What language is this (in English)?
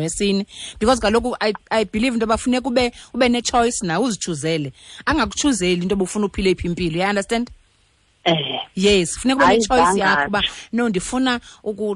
Xhosa